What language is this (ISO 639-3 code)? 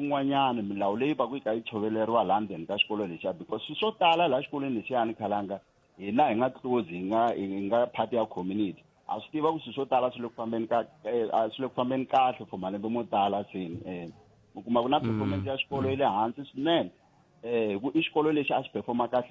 tso